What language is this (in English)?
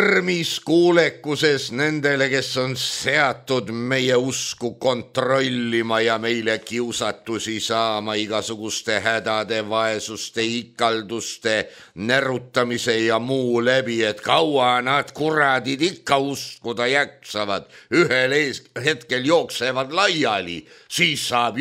Estonian